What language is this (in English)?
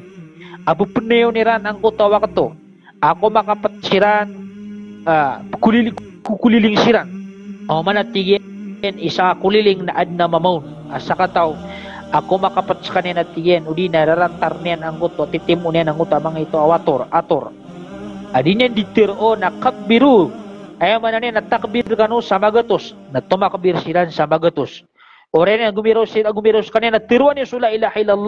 Maranao